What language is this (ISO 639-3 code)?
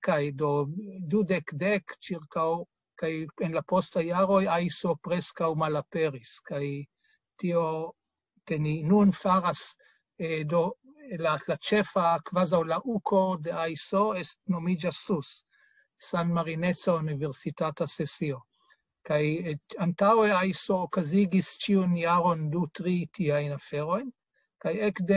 epo